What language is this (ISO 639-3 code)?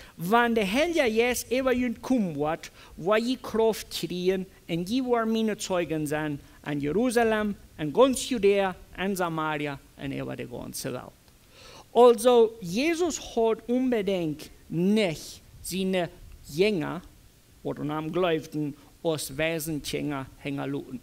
pdt